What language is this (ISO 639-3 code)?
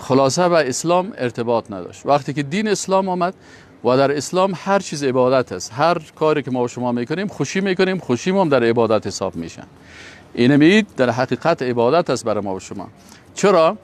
fas